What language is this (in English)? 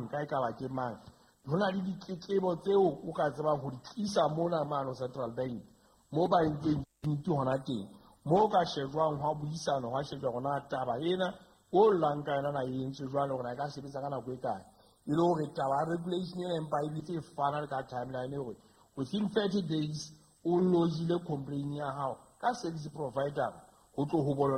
Southern Sotho